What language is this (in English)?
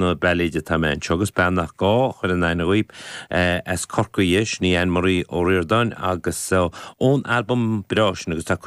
Irish